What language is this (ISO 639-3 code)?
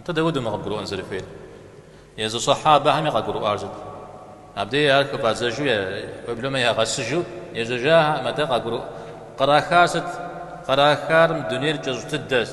kbd